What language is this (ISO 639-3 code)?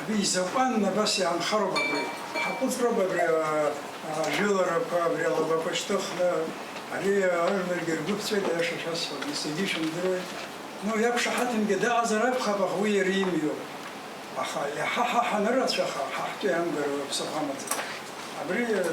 abk